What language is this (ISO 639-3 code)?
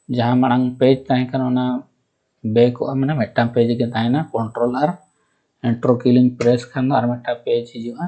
sat